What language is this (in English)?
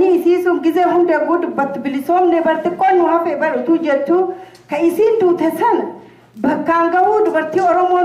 Oromo